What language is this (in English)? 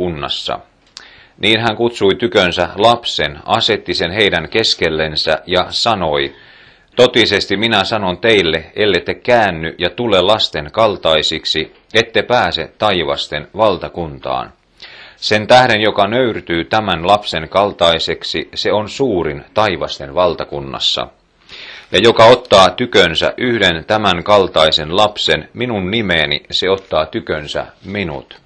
Finnish